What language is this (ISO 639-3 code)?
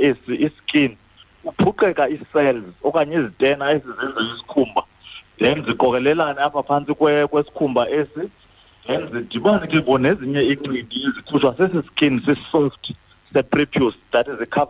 xho